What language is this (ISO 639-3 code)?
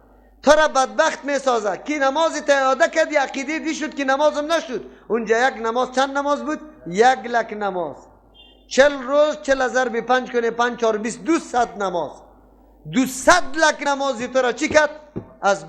fas